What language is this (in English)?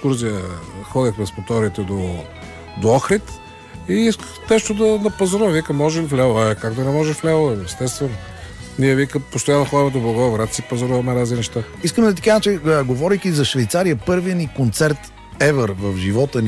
Bulgarian